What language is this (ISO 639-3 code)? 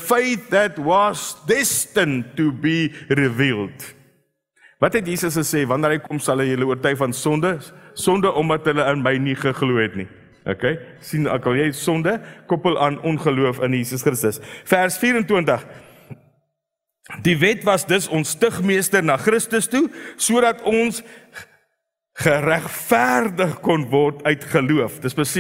afr